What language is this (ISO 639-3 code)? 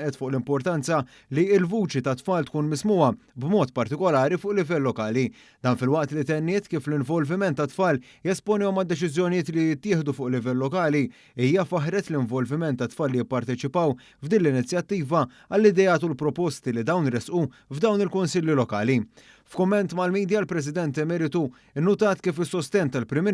mlt